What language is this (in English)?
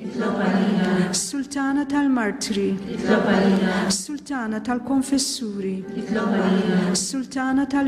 Maltese